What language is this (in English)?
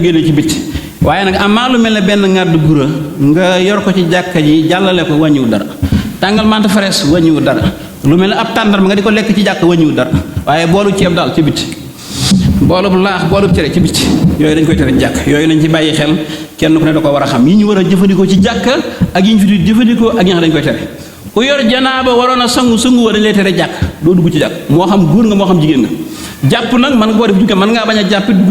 Wolof